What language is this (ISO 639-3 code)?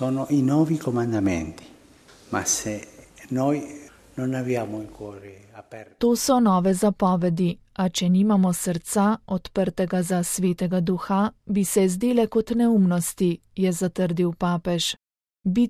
slv